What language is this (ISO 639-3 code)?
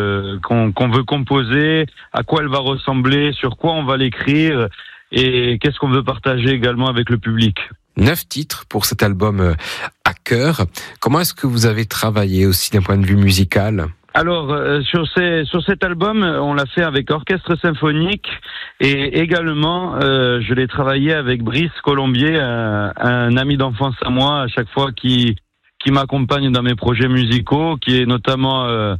fra